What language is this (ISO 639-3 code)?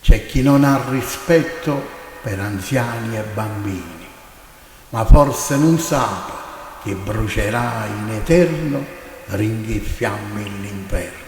nap